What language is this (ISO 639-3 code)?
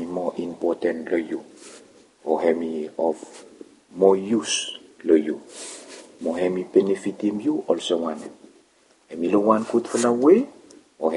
bis